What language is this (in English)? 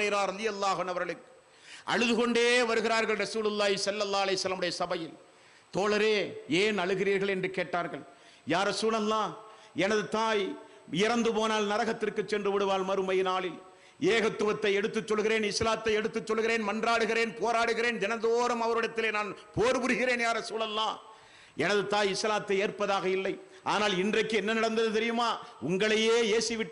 Tamil